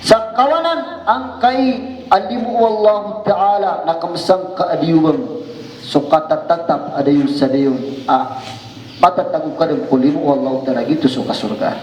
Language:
Maranao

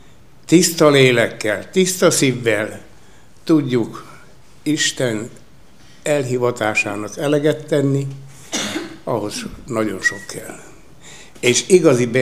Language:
Hungarian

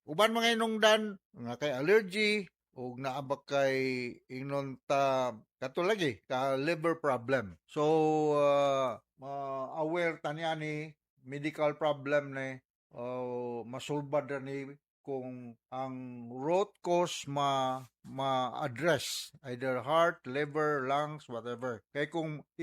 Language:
Cebuano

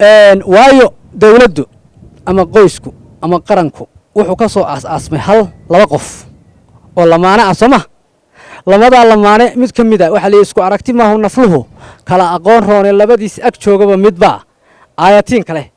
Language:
Somali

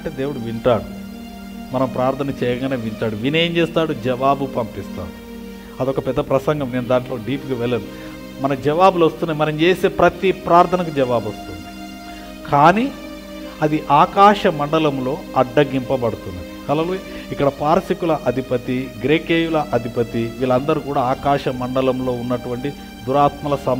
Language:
Telugu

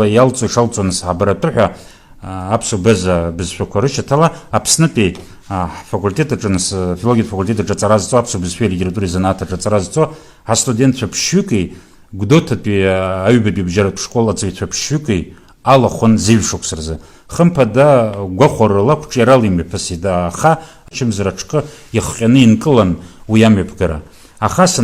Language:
Abkhazian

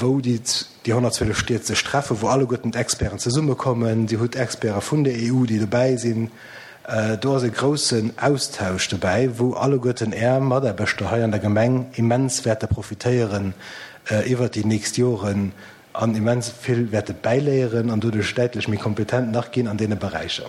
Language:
Luxembourgish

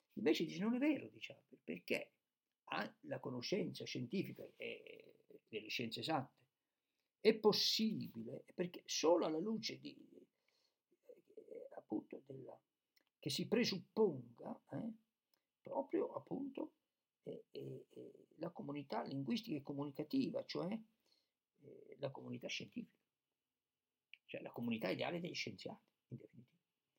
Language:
Italian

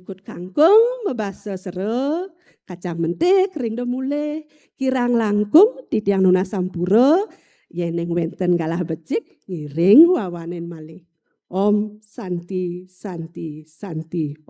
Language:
Balinese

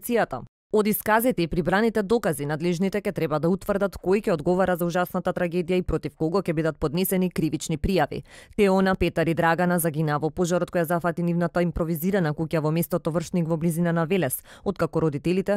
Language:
Macedonian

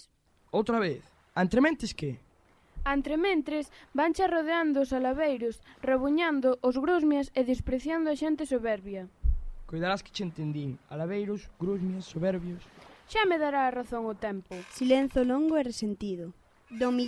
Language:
Galician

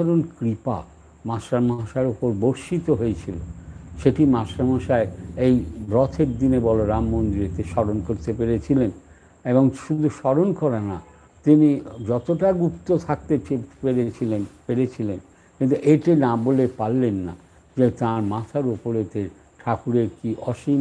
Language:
Bangla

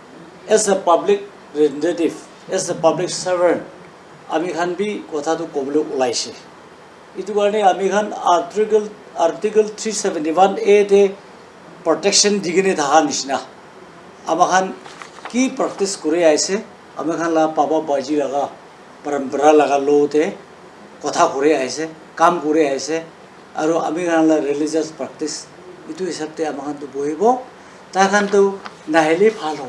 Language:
Naga Pidgin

